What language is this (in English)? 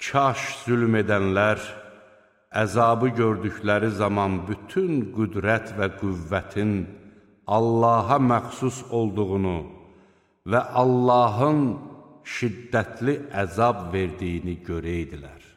Azerbaijani